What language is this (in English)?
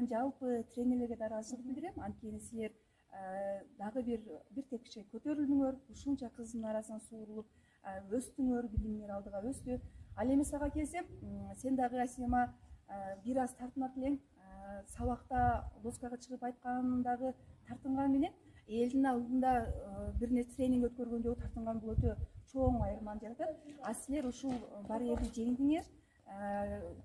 Kyrgyz